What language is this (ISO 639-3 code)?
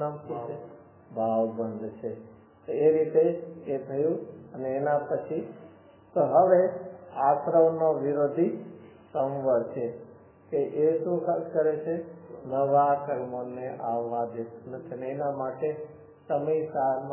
guj